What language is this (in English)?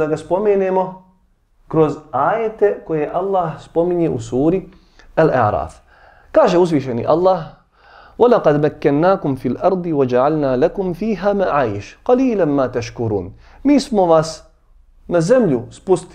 Bosnian